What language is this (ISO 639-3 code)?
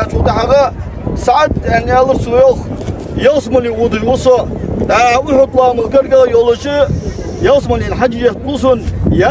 inh